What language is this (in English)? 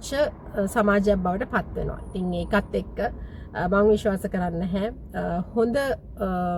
Sinhala